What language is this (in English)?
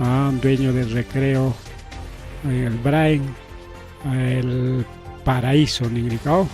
Ayacucho Quechua